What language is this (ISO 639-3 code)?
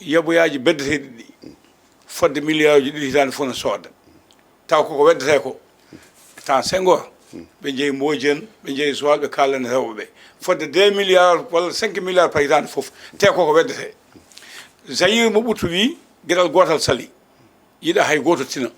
ful